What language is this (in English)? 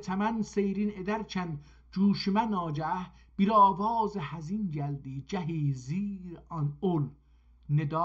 South Azerbaijani